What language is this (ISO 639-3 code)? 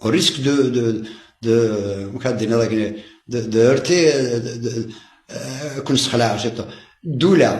kab